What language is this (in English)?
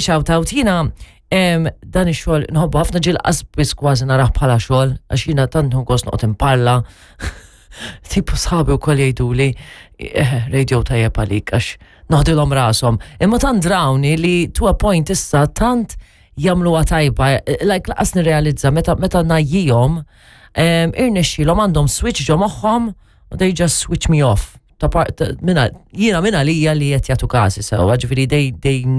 Maltese